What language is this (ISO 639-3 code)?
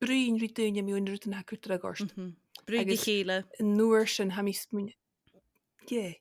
gla